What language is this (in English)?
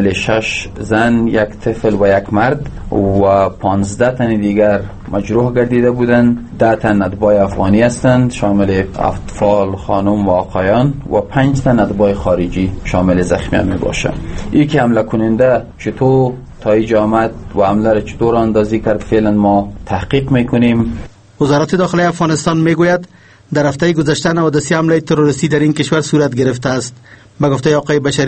Persian